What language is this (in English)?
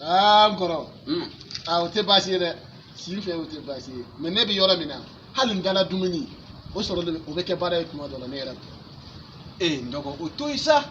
Bambara